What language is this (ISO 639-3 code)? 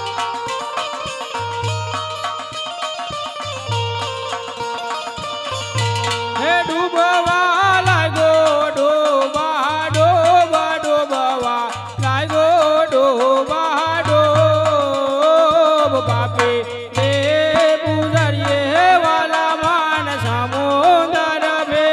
guj